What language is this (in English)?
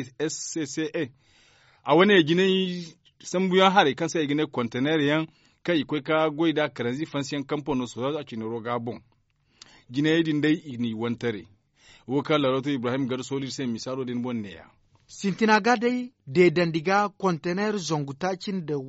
Zarma